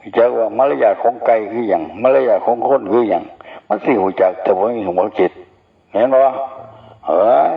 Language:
Northeastern Thai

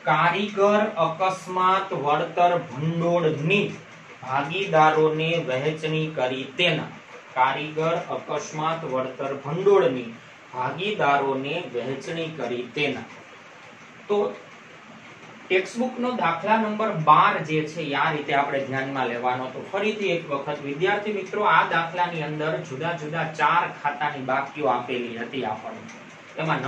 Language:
Gujarati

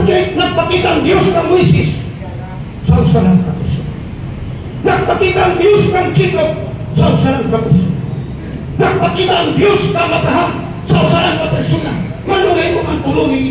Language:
Cebuano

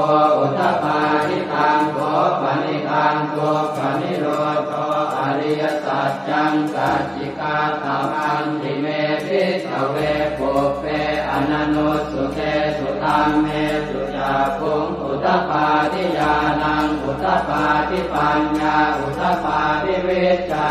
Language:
Pali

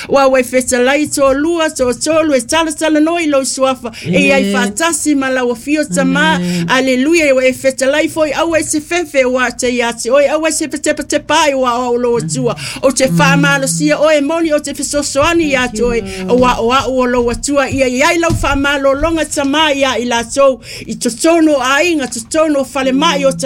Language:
Samoan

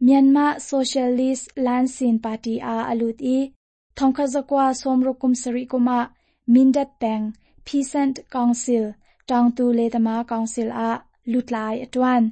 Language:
Hakha Chin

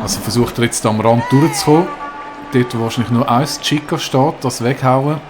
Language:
Swiss German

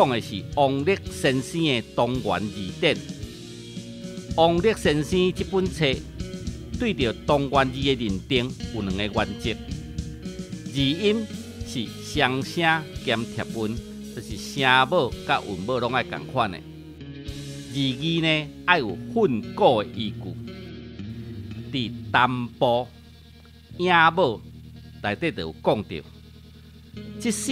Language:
Min Nan Chinese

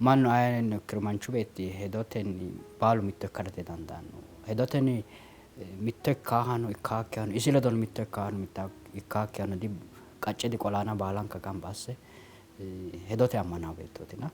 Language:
Sidamo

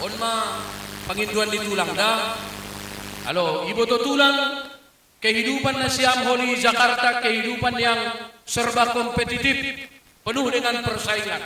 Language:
Batak Simalungun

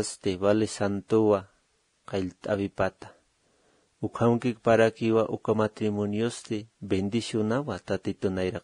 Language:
Aymara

